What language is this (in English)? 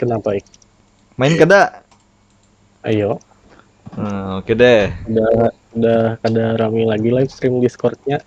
Banjar